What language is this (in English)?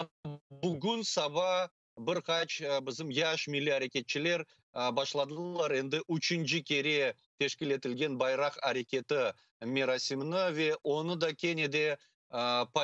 Crimean Tatar